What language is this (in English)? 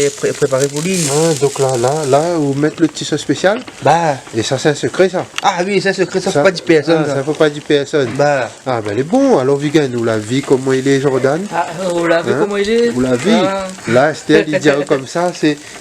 Réunion Creole French